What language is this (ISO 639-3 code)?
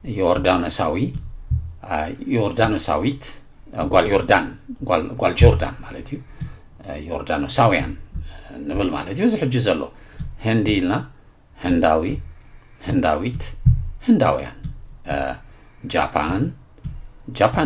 tir